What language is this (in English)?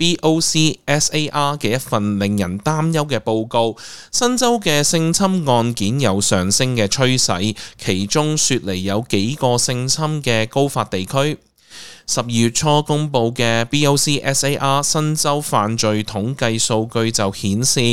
Cantonese